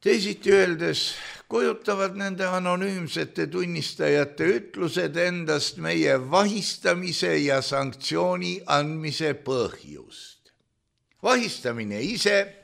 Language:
Estonian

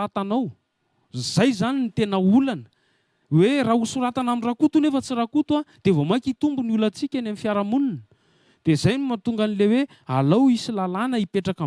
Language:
Malagasy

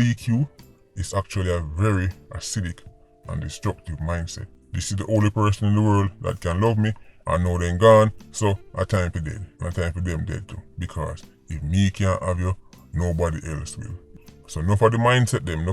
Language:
Jamaican Creole English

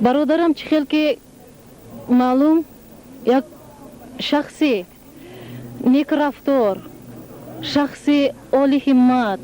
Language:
Tajik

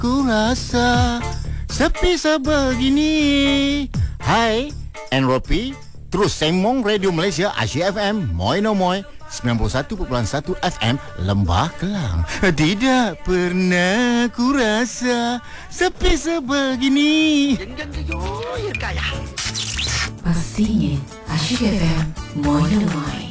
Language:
Malay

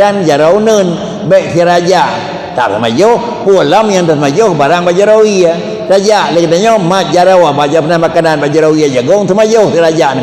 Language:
Achinese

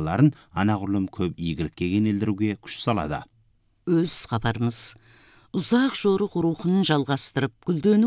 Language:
Kazakh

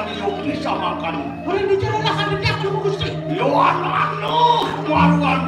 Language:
Balinese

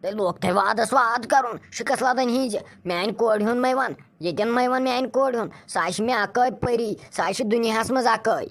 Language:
Kashmiri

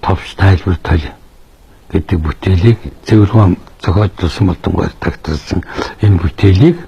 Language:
Mongolian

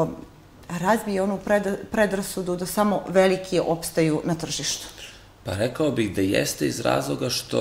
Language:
Serbian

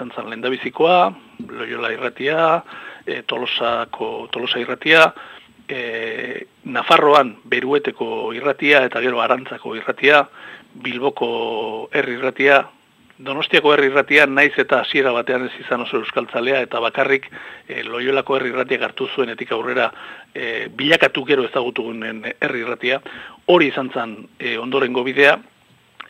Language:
Basque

